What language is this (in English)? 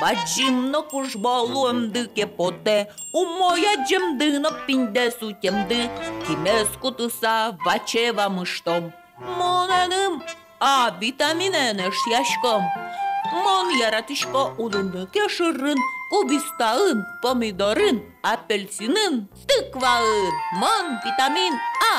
Udmurt